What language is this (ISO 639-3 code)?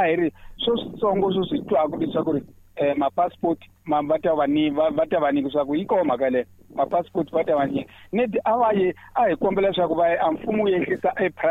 tso